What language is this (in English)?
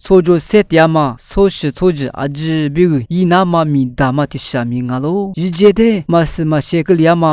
Lisu